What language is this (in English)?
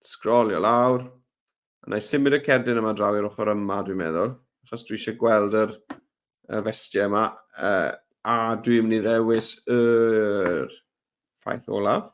Welsh